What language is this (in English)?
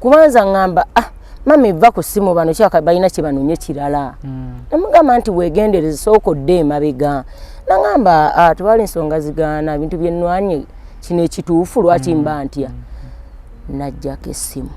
Ganda